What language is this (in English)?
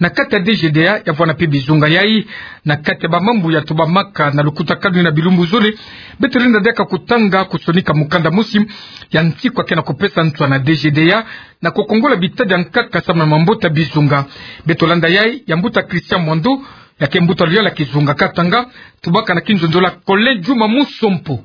Kituba (Democratic Republic of Congo)